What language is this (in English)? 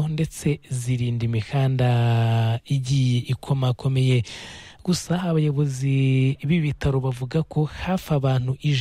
Kinyarwanda